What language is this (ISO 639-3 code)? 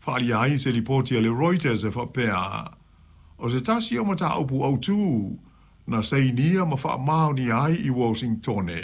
smo